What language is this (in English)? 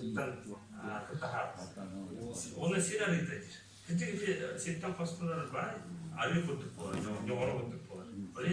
Yakut